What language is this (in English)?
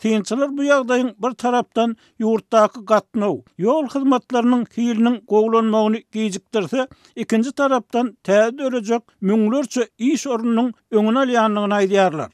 Turkmen